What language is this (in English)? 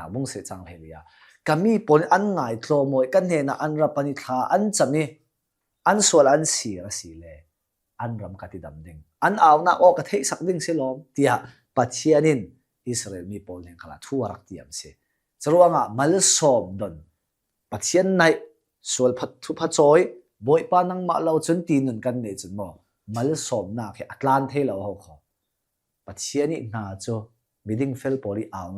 Hakha Chin